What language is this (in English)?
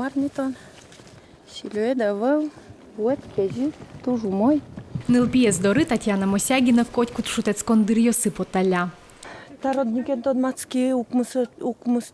Udmurt